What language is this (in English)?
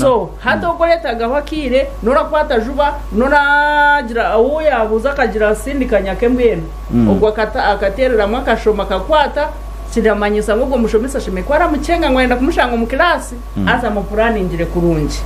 Nyankole